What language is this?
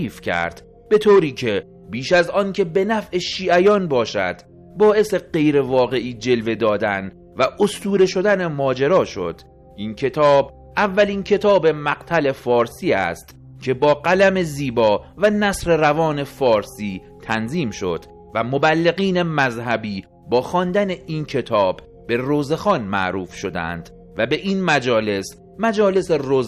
Persian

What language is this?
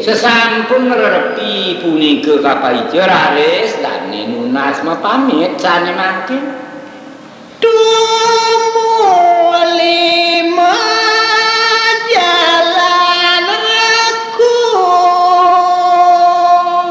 Balinese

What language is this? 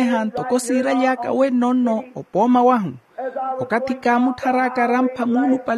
Makhuwa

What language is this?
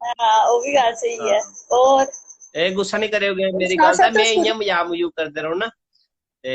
Dogri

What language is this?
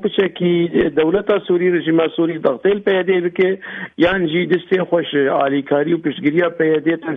Kurdish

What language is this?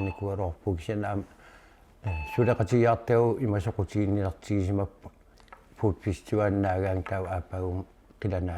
Kalaallisut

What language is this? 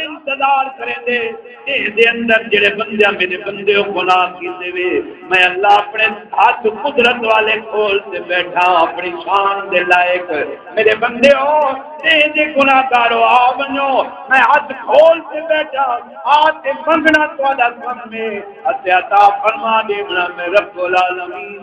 Saraiki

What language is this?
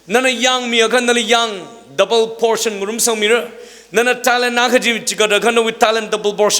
Tangkhul Naga (India)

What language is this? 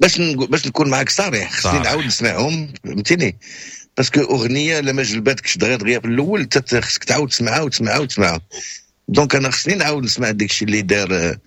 Moroccan Arabic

